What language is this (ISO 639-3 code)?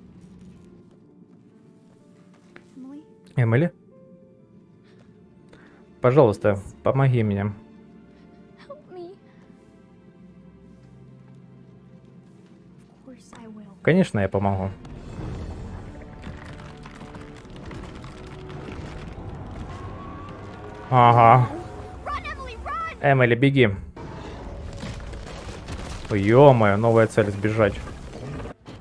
rus